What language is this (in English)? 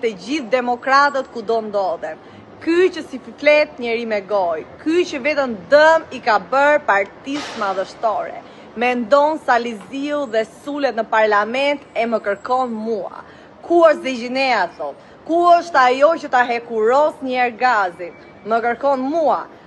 Albanian